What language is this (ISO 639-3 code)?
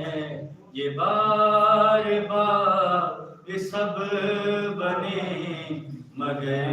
skr